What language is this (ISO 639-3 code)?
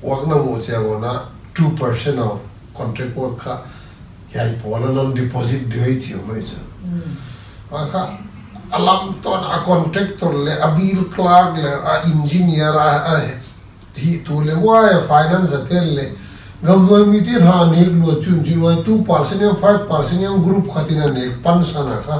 pck